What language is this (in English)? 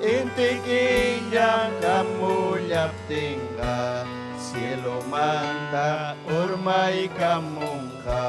Ayacucho Quechua